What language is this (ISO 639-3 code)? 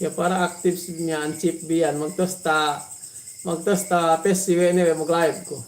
yka